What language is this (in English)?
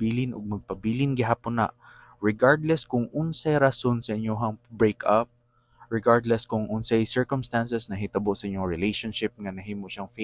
Cebuano